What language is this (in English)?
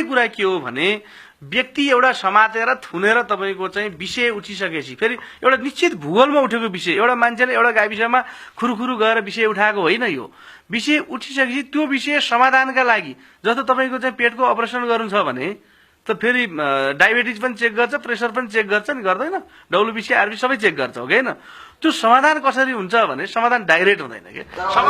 Nepali